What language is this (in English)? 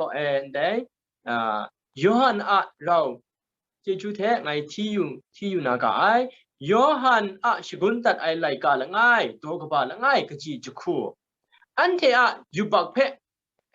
Kachin